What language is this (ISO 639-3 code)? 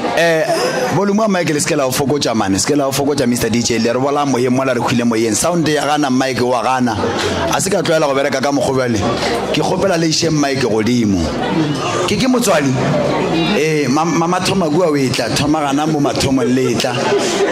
nso